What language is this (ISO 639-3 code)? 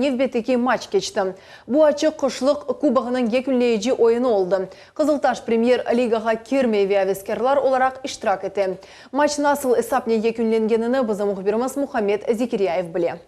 crh